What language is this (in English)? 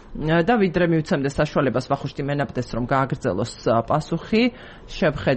Georgian